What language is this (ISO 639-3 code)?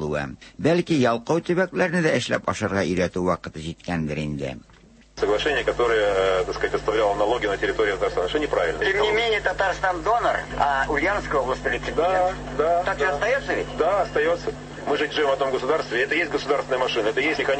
tat